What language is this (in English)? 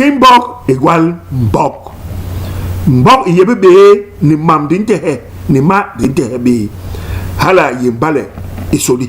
Basaa